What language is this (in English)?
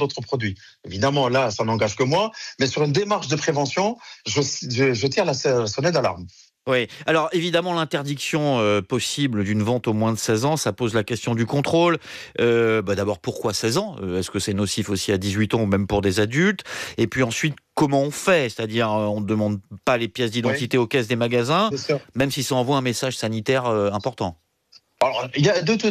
French